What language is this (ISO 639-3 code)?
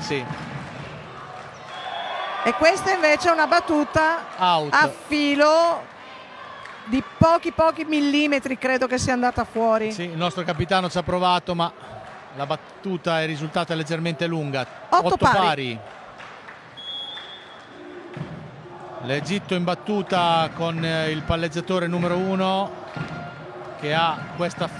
ita